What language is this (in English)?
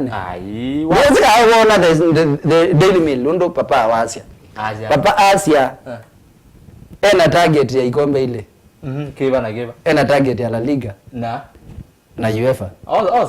Kamba